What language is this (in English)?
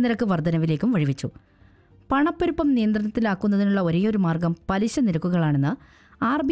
Malayalam